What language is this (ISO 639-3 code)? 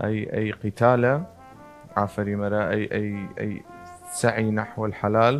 sdh